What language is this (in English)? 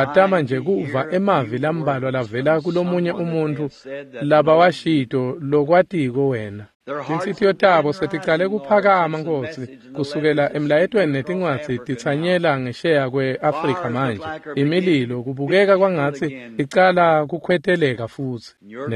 Swati